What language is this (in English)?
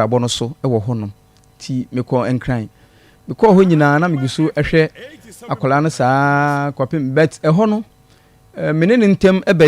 Akan